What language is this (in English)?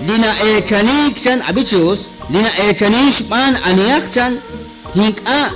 Kekchí